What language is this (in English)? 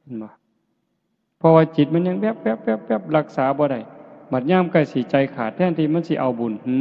Northeastern Thai